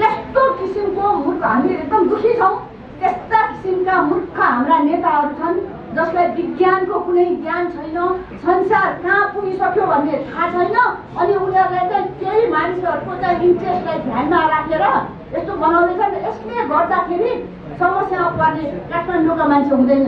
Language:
Nepali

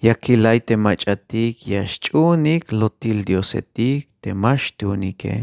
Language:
Tzeltal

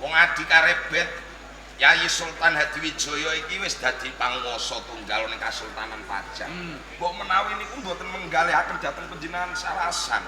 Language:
Javanese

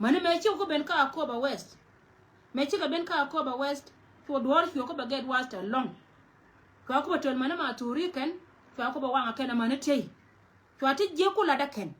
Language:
Nuer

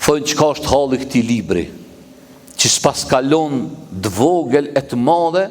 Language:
Albanian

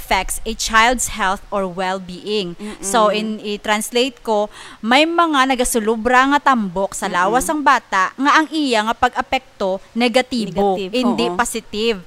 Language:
Hiligaynon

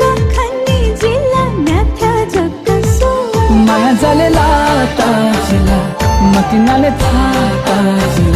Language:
Newari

